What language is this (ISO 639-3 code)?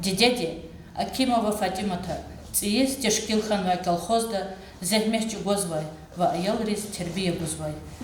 lez